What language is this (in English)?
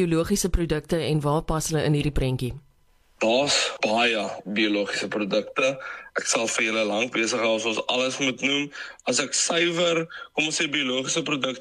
Afrikaans